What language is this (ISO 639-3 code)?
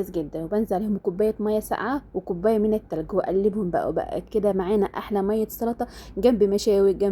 arz